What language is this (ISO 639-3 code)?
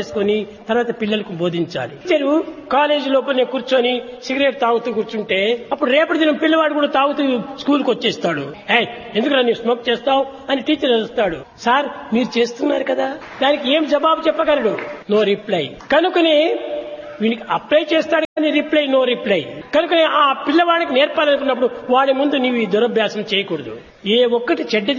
tel